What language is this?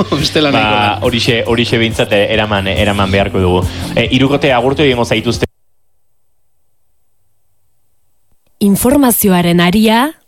Basque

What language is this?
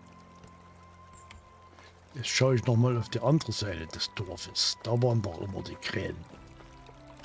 German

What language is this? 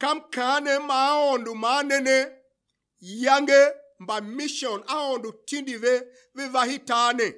Tiv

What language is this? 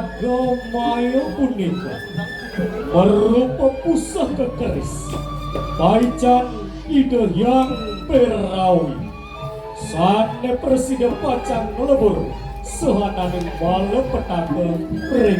Balinese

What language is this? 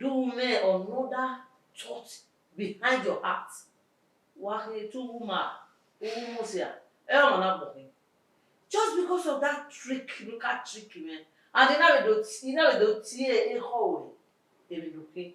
Bini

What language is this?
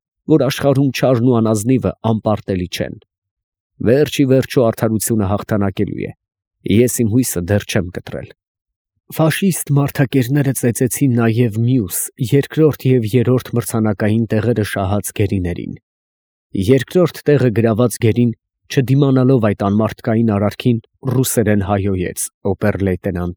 Armenian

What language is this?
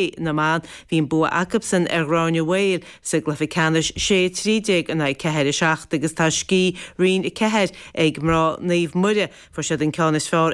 Irish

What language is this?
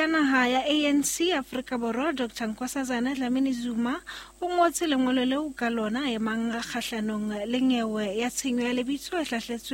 Southern Sotho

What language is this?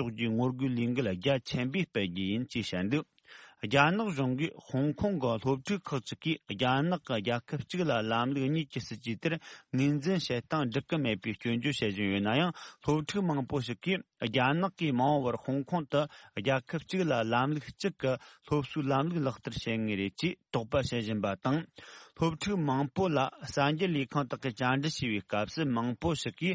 Tibetan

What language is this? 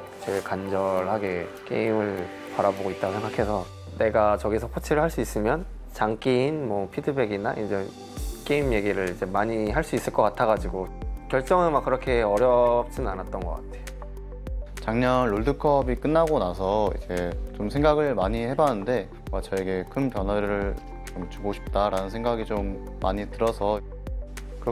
Korean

